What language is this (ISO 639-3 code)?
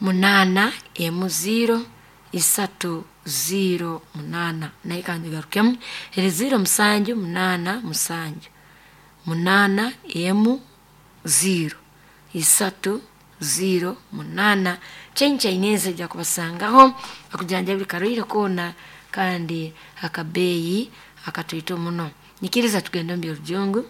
nyo